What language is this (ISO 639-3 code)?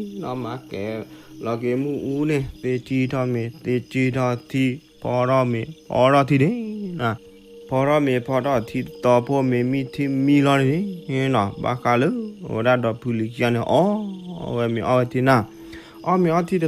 ksw